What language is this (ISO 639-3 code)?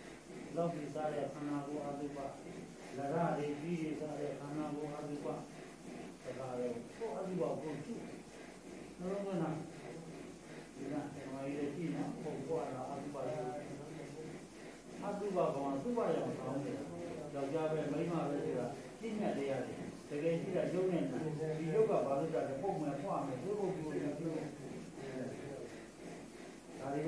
mya